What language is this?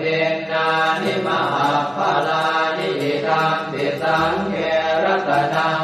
Pali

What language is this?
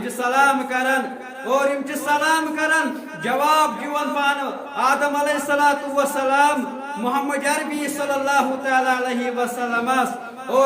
Kashmiri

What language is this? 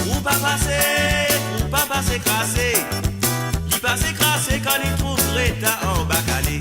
Morisyen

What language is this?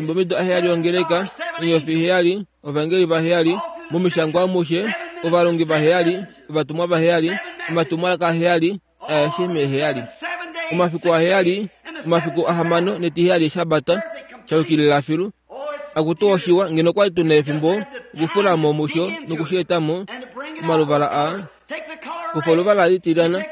Kuanyama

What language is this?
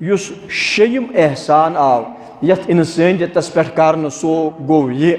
Kashmiri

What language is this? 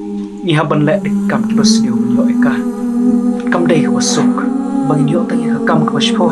Khasi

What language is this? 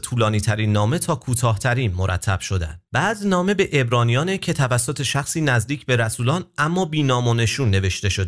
Persian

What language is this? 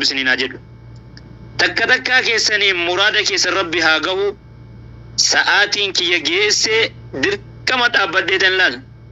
Oromo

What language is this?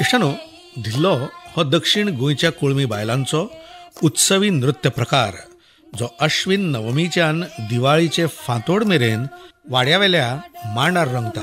Konkani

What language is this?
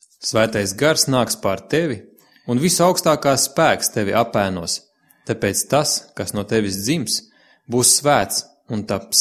Latvian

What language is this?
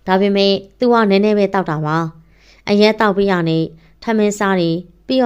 Burmese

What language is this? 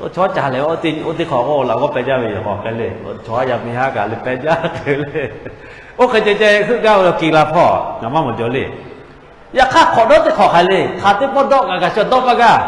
Lahu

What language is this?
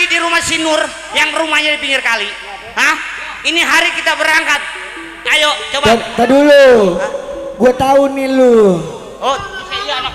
Betawi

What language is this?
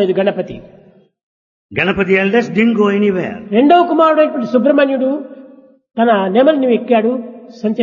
Telugu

